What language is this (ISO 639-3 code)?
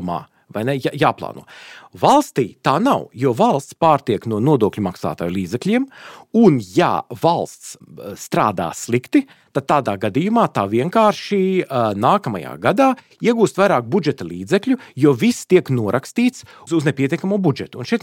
lav